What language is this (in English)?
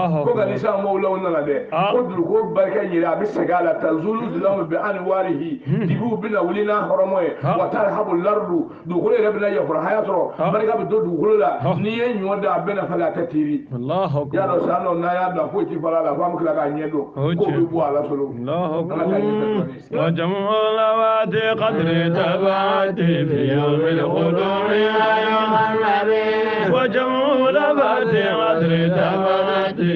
Bambara